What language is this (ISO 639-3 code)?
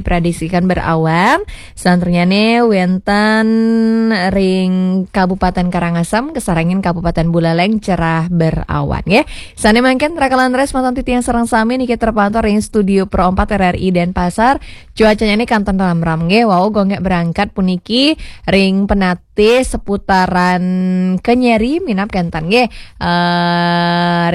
ban